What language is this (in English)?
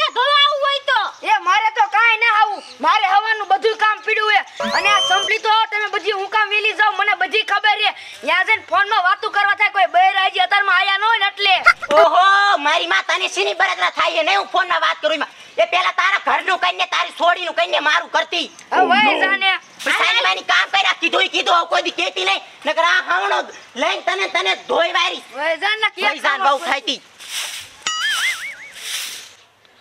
Gujarati